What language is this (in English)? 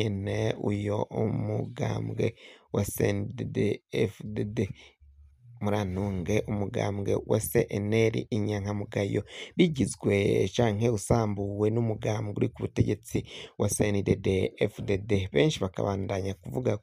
Rundi